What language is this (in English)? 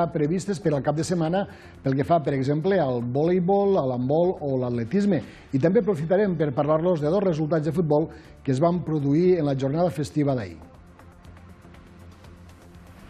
Catalan